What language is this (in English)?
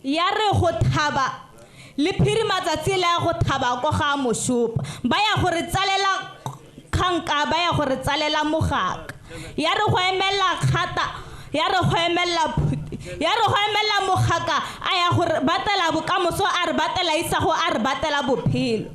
Tswana